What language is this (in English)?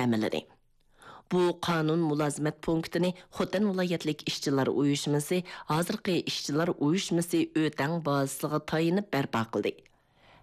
Uyghur